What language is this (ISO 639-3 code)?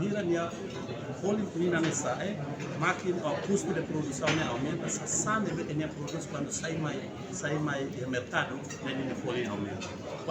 tet